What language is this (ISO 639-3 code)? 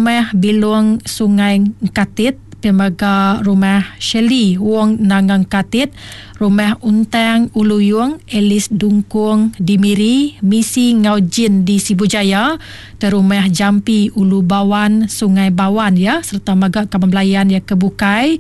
iba